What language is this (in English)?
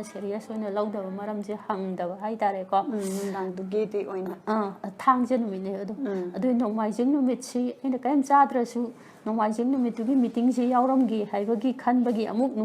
Manipuri